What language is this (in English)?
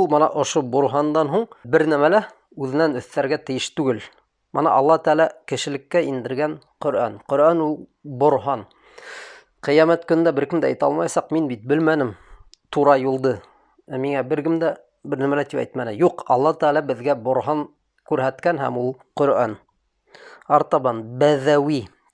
Bashkir